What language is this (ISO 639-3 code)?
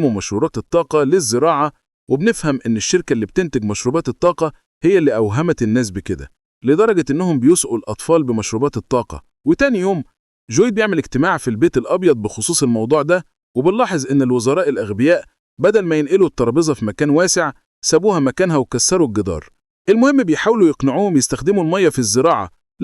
arz